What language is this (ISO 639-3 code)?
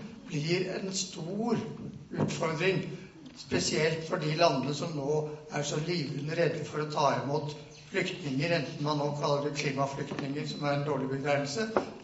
nor